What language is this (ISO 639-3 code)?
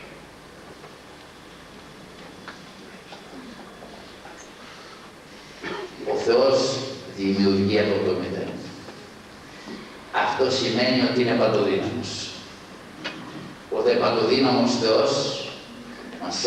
ell